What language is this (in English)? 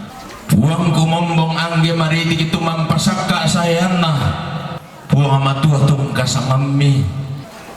Toraja-Sa'dan